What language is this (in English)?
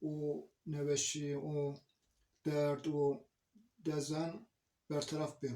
Zaza